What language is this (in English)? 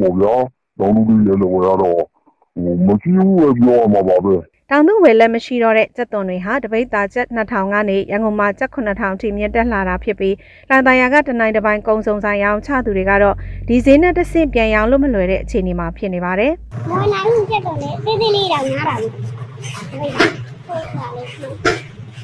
Burmese